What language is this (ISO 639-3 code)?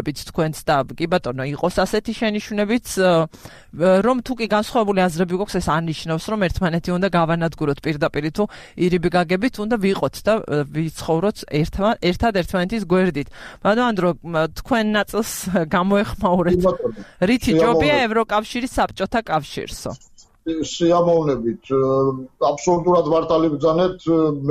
kat